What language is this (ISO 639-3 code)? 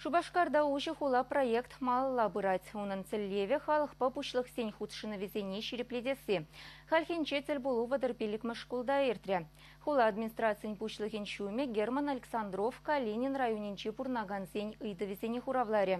chv